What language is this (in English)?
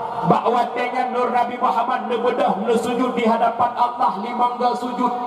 Achinese